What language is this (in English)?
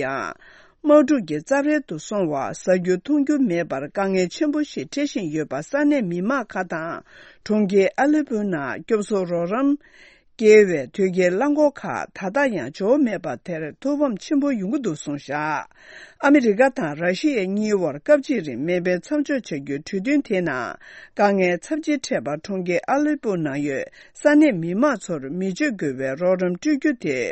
Tibetan